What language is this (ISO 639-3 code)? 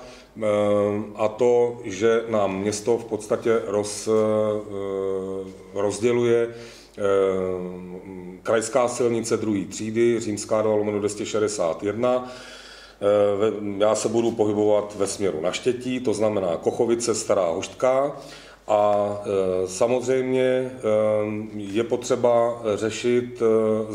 ces